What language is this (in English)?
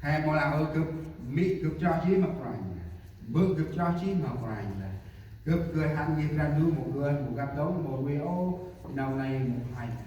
Central Mnong